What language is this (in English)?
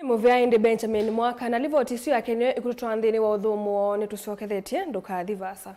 Kamba